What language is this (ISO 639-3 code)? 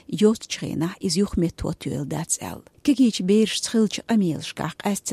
che